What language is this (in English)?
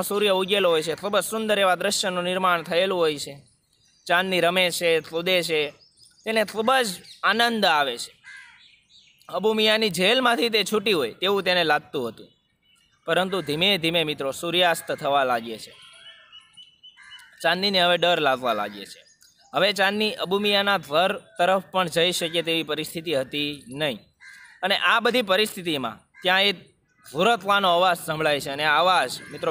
Gujarati